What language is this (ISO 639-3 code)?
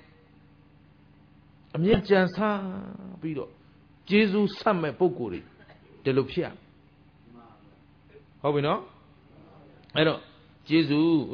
mya